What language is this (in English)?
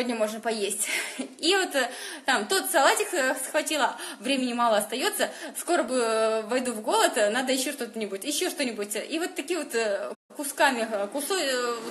Russian